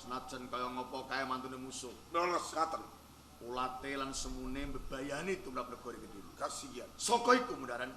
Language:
Javanese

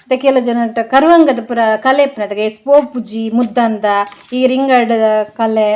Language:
Tulu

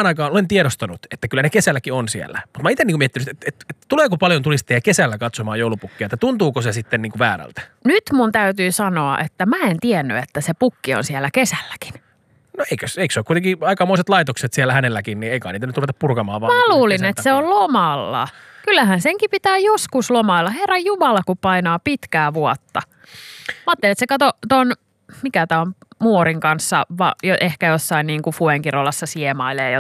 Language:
Finnish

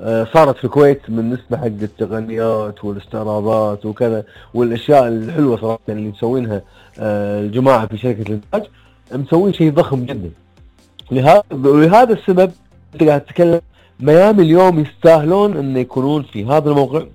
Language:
Najdi Arabic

